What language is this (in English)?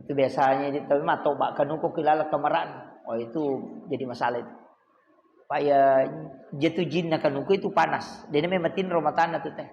Buginese